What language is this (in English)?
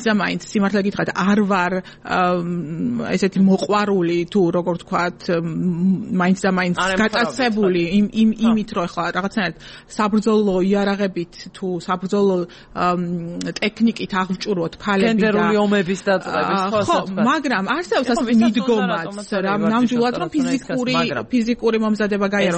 Georgian